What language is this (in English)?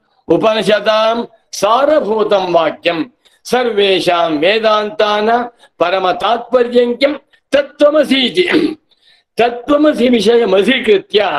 Sanskrit